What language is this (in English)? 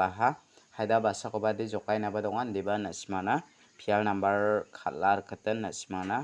Garo